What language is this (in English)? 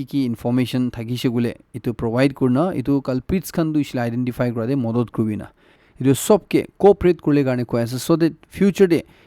Naga Pidgin